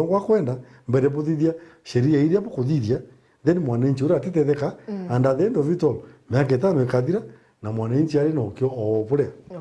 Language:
Meru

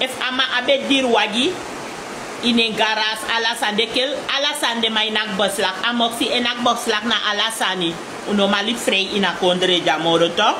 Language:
Sranan Tongo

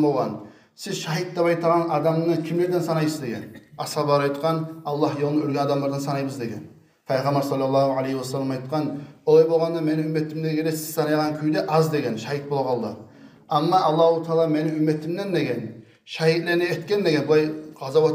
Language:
Kumyk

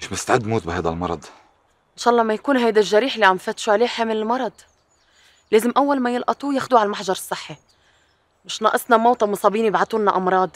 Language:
North Levantine Arabic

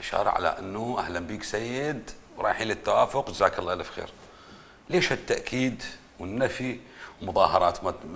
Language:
Mesopotamian Arabic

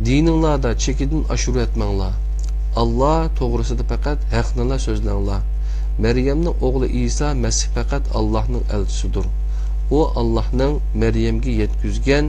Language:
Uyghur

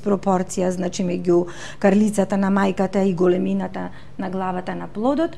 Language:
Macedonian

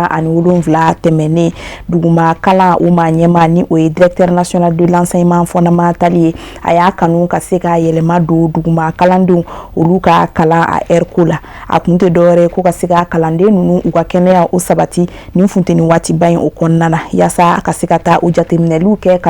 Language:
Bambara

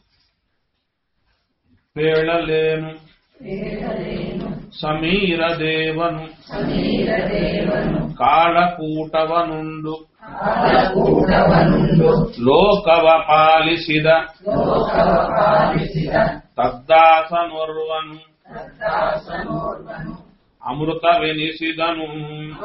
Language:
Kannada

